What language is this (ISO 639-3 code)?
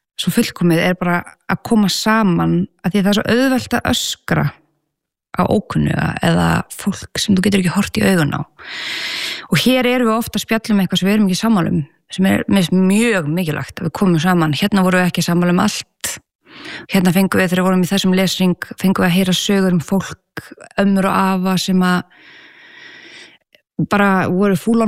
isl